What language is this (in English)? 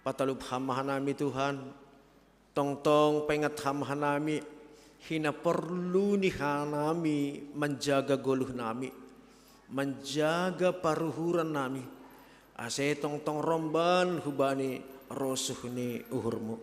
Batak Simalungun